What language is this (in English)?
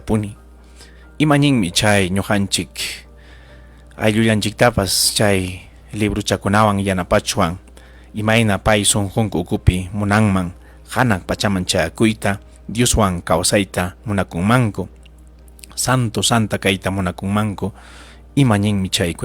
Ayacucho Quechua